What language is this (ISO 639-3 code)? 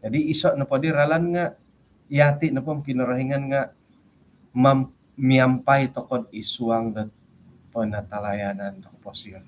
dtp